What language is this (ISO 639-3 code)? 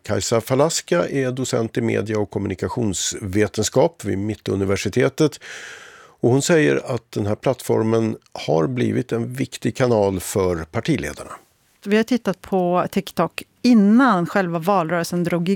swe